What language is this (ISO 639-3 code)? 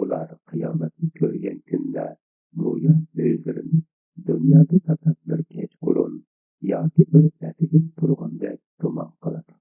uig